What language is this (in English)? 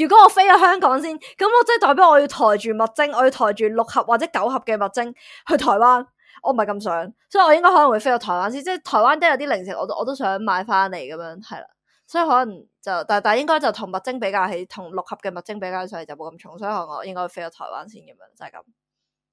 Cantonese